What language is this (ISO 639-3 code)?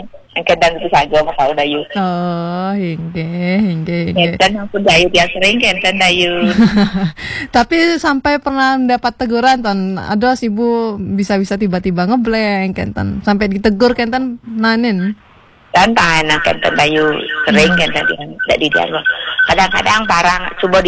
ban